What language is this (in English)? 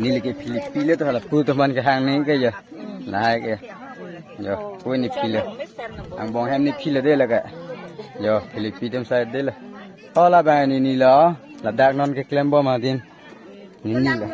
Karbi